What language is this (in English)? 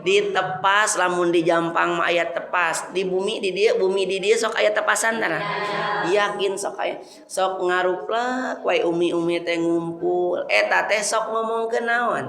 Sundanese